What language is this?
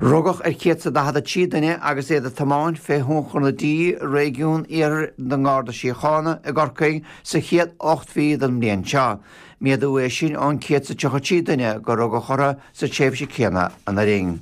Irish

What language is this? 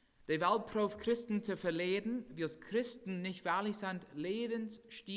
Plautdietsch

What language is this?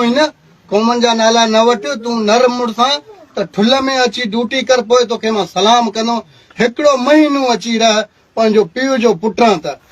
Sindhi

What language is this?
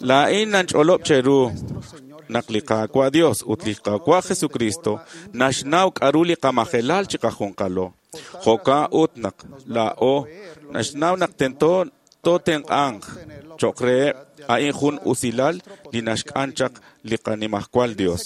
Kekchí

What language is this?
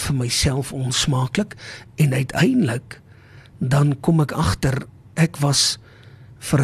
Afrikaans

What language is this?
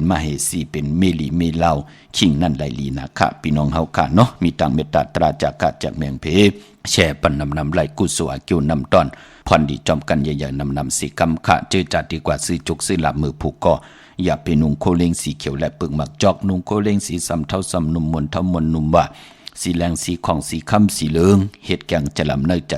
Shan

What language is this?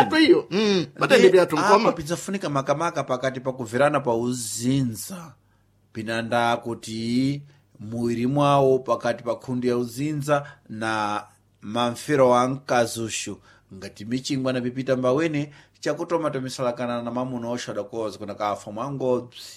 Sena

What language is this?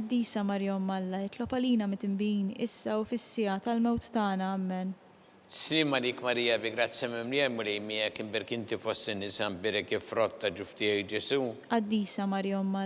Maltese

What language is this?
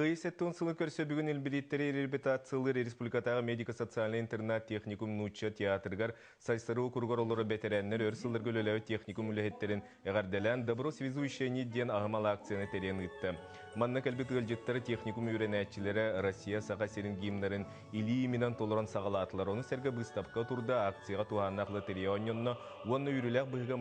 Yakut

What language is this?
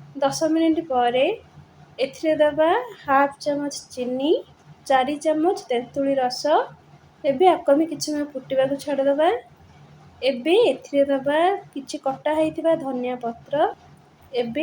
Odia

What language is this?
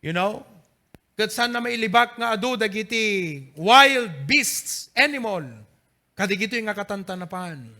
Iloko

